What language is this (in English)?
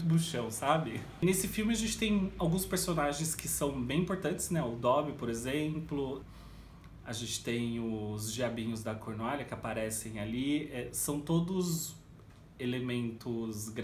Portuguese